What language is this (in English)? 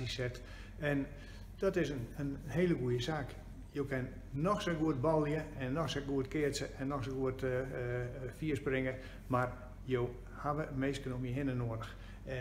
Western Frisian